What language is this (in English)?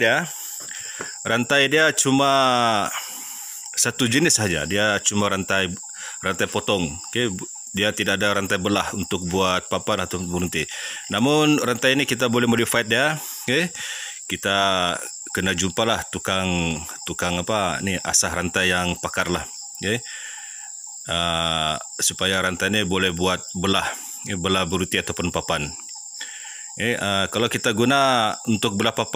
Malay